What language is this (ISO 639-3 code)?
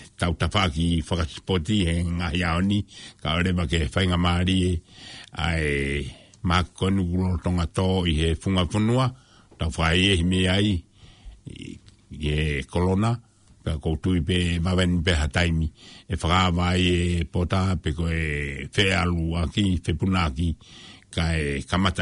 ton